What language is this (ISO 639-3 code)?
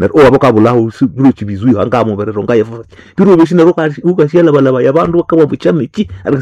nnb